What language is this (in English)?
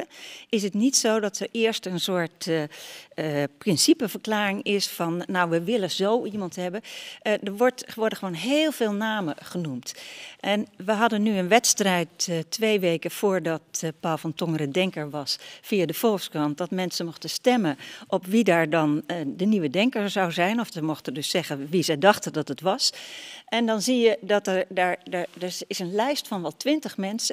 Dutch